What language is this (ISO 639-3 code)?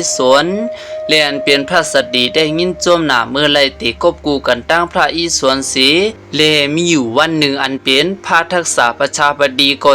shn